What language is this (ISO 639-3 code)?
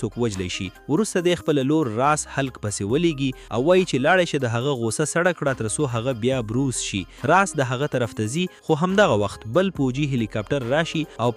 pus